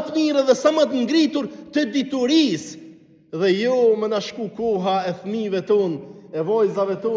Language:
Albanian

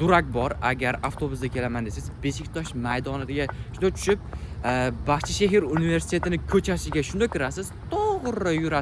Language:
Uzbek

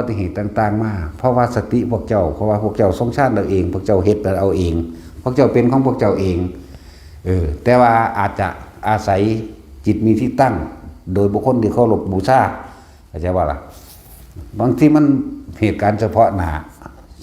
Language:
Northeastern Thai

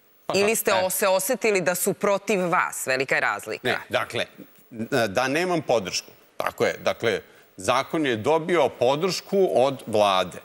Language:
Serbian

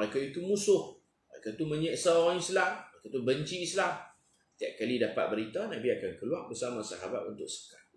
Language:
Malay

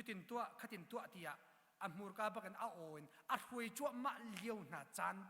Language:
Hakha Chin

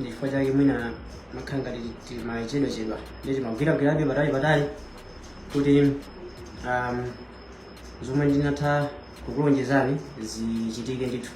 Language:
Nyanja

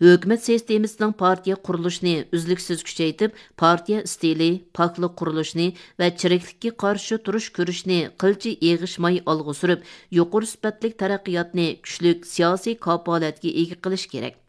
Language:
Uyghur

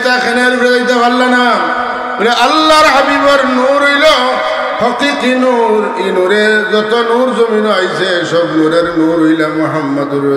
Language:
Sylheti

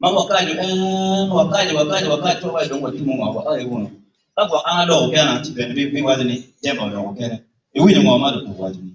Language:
Acoli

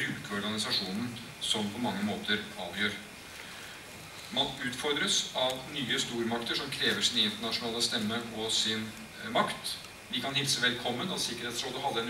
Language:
Norwegian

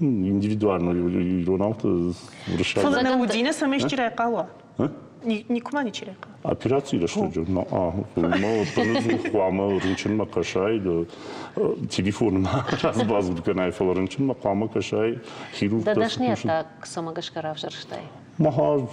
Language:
Ossetic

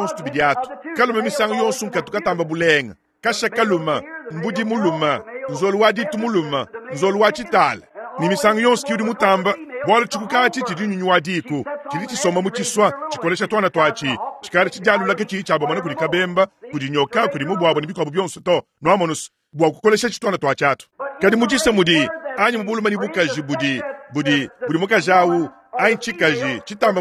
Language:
Luba-Lulua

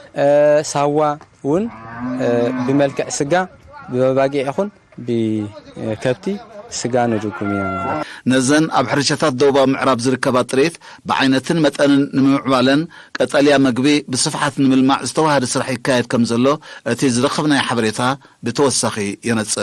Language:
Tigrinya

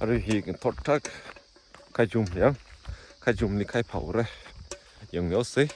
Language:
Tangkhul Naga (India)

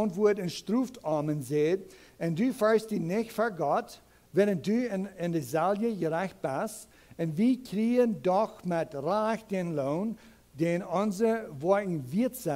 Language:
Plautdietsch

